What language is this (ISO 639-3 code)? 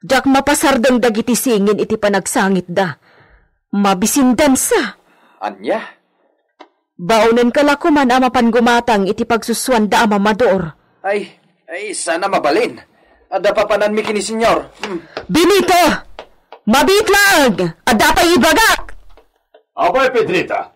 ilo